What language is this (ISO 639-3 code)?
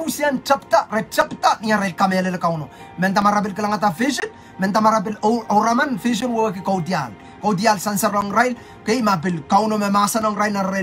pon